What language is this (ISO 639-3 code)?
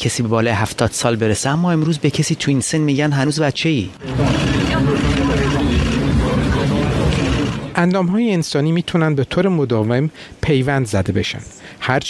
fas